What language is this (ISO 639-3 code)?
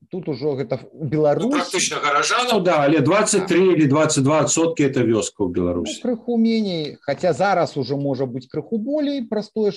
bel